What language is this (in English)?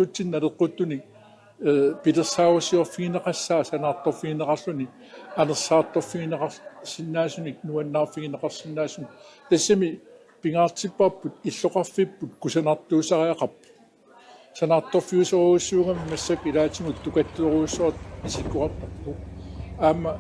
Kalaallisut